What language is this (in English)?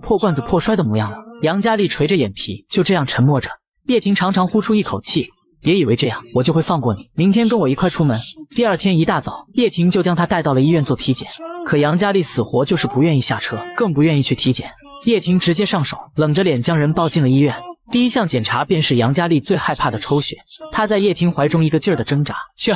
Chinese